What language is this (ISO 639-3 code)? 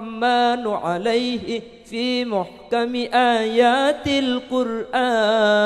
mad